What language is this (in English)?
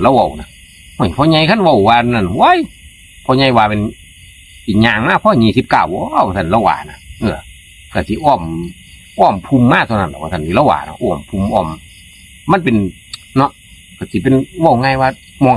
Northeastern Thai